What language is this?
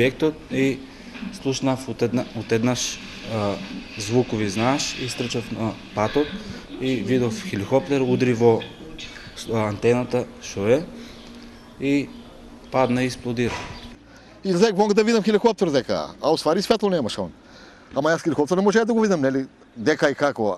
Macedonian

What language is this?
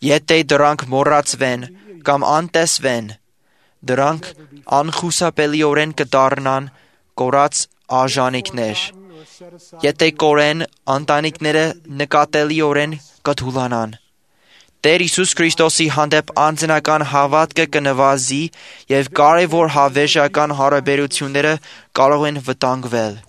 Armenian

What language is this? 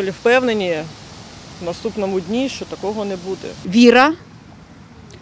Ukrainian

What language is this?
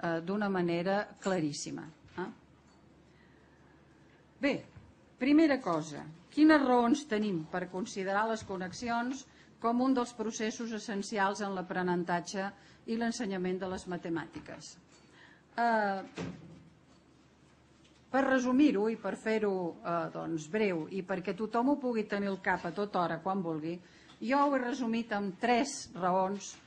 Catalan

